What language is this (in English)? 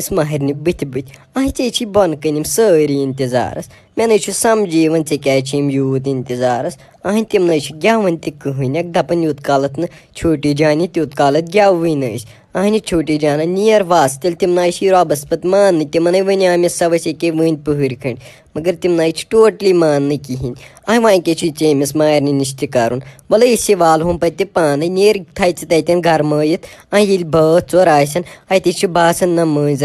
Kashmiri